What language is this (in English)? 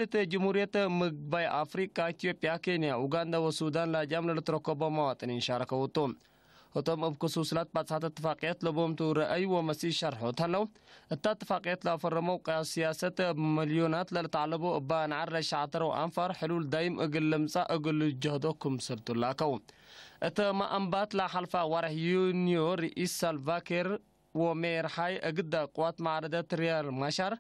Tigre